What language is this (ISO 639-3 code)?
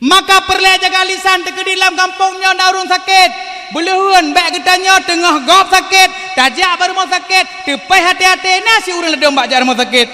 ace